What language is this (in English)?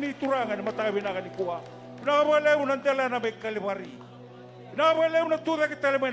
Fijian